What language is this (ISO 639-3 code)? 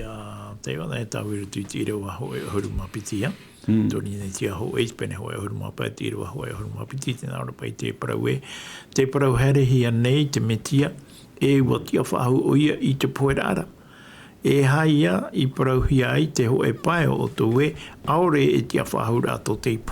tah